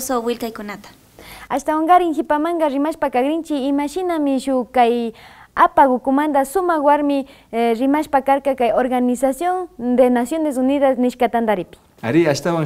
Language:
Imbabura Highland Quichua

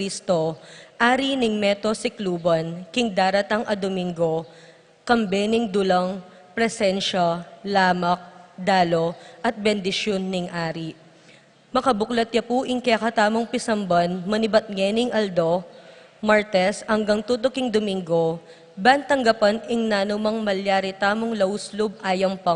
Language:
Pampanga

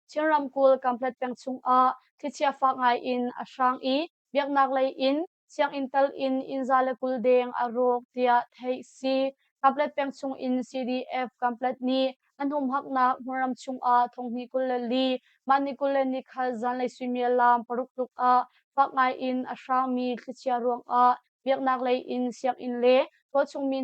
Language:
Hakha Chin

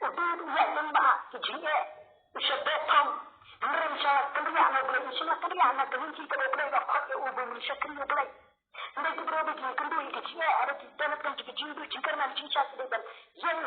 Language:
Khasi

